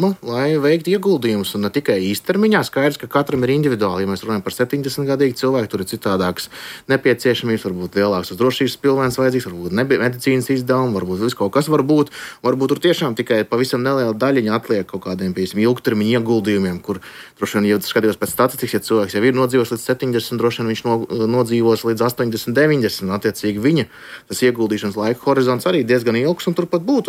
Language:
Latvian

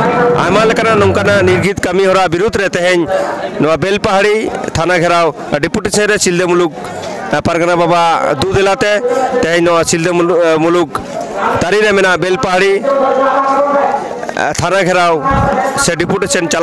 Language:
Santali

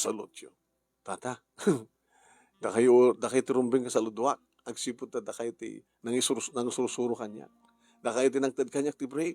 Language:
Iloko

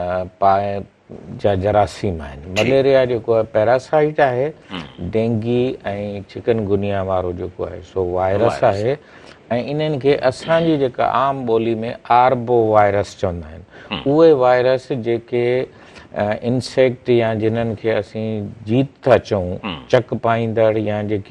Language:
Sindhi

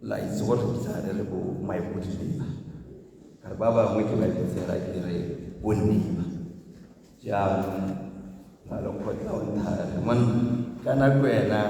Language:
Tswana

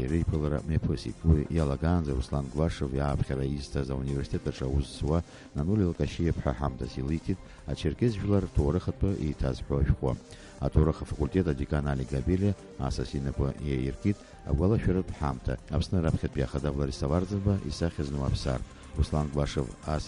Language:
Abkhazian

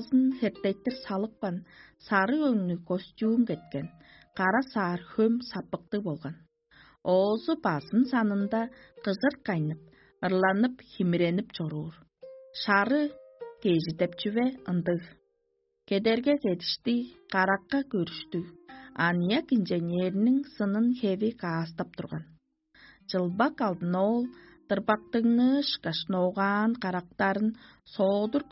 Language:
Tuvinian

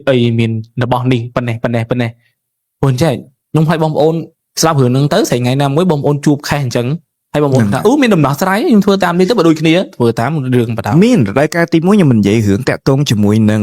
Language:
Khmer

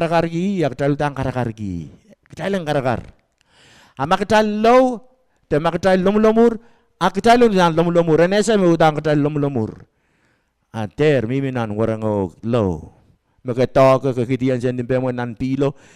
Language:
Pohnpeian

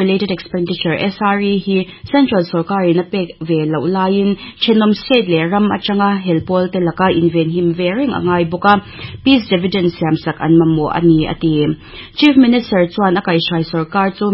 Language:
Mizo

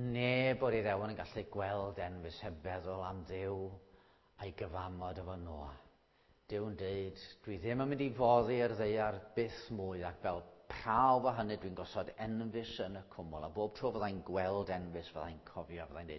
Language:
Welsh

